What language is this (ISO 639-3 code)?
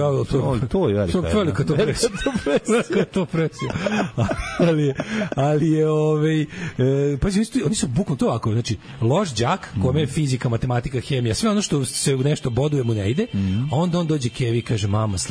srp